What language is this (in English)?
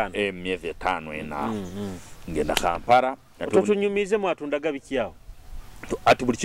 Nyoro